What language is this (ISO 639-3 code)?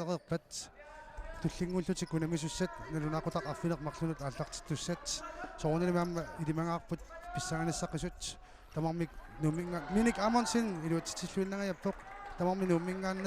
kal